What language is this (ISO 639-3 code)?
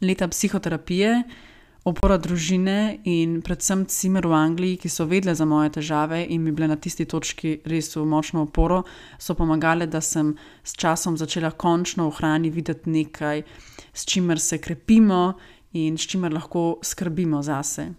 slv